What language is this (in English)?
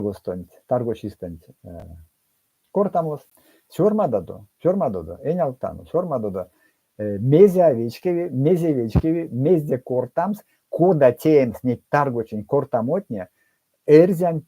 Erzya